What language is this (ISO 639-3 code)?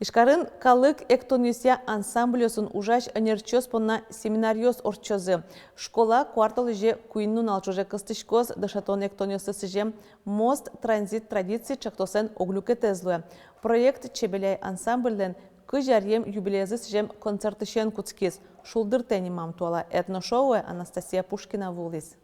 udm